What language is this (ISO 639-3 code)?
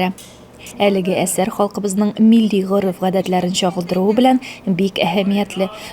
tat